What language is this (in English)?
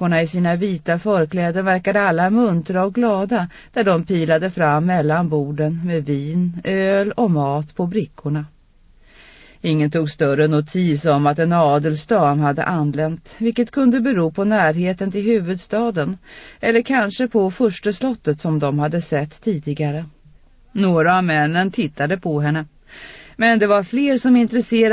Swedish